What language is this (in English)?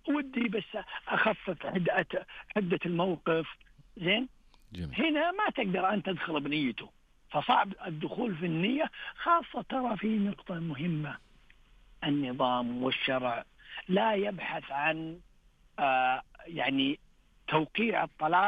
Najdi Arabic